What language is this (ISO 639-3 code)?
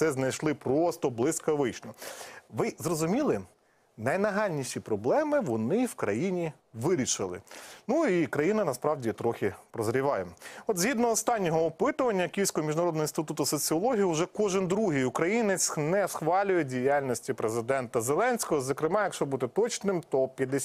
ukr